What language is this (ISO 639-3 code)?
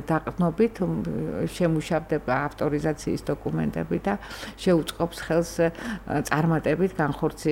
kat